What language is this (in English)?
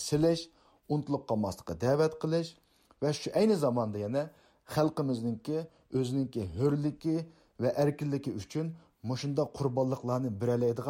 Uyghur